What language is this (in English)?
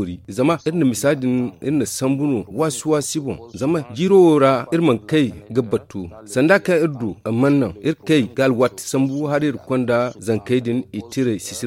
Zarma